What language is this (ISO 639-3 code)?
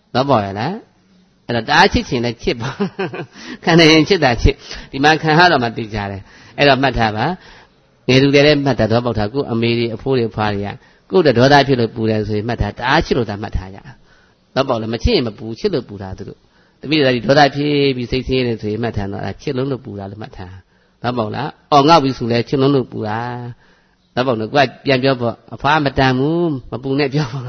mya